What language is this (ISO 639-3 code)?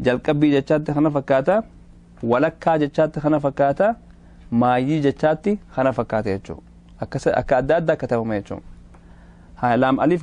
orm